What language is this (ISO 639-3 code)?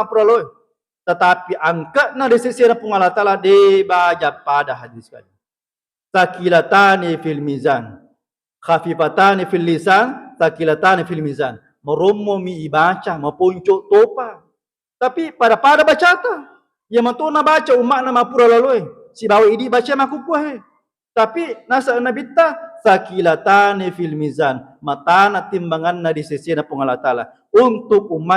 bug